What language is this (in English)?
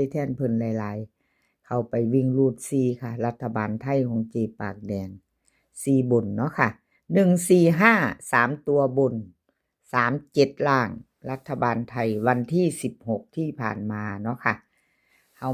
Northeastern Thai